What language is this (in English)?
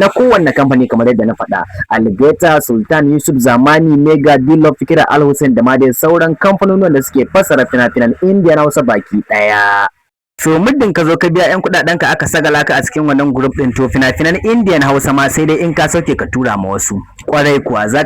Hausa